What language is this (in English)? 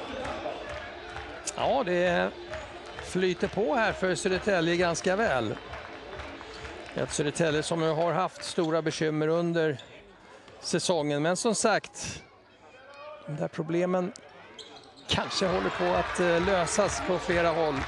Swedish